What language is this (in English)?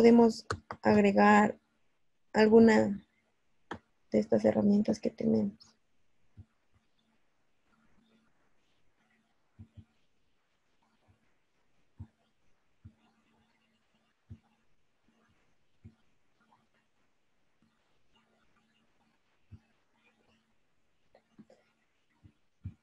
Spanish